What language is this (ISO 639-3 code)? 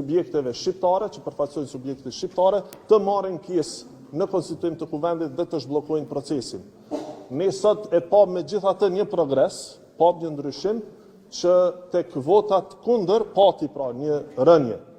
sqi